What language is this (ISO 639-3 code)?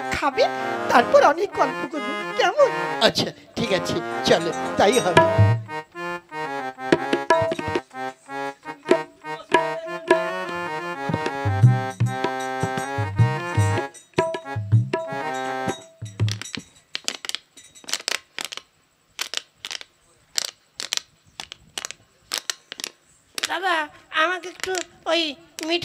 ben